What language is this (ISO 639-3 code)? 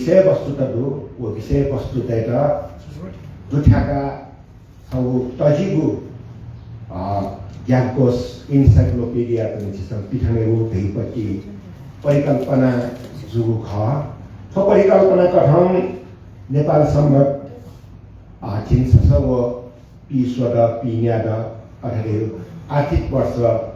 new